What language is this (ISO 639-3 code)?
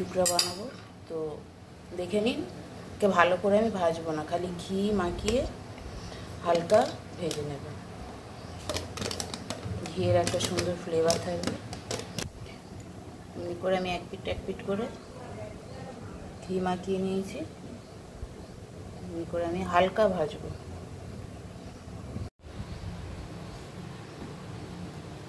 ben